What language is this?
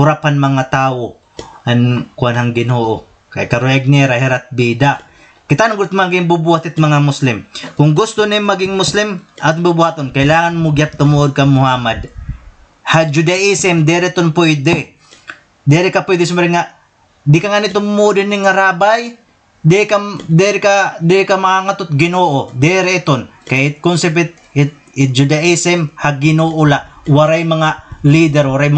Waray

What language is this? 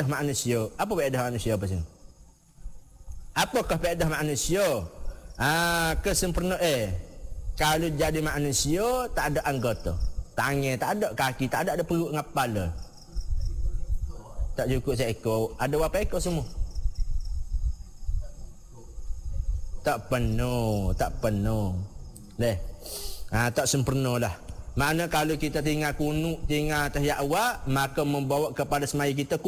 Malay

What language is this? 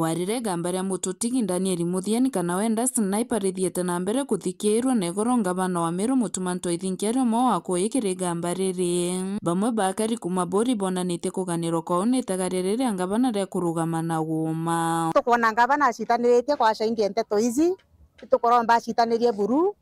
Meru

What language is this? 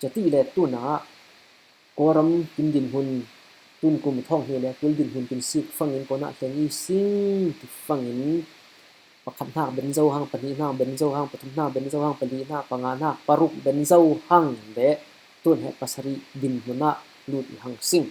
Falam Chin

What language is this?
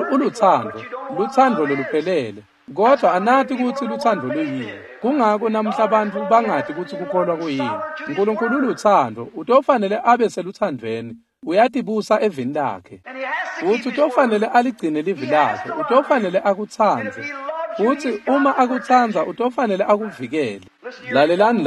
Swati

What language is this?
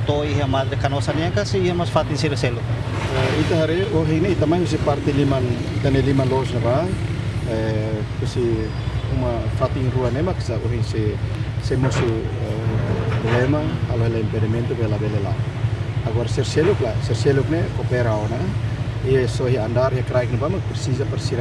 Tetum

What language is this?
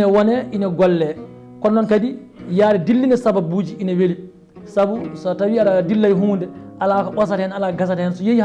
Fula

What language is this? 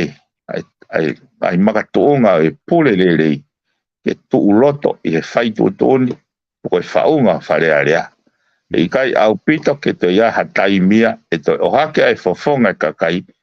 Tongan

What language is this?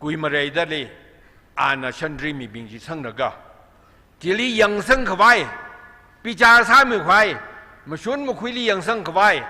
Tangkhul Naga (India)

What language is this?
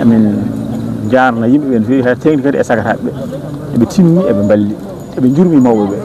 Fula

